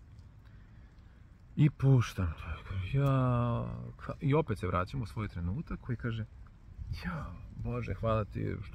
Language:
Serbian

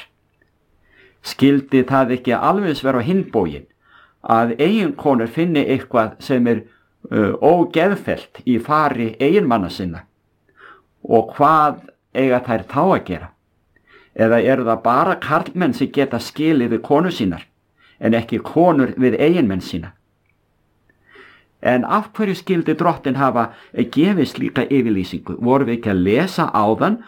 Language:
Icelandic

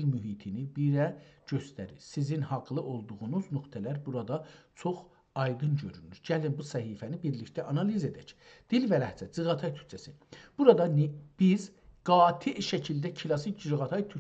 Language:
South Azerbaijani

